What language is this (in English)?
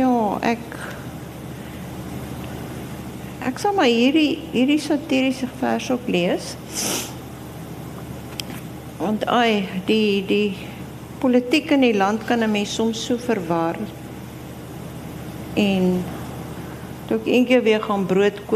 Afrikaans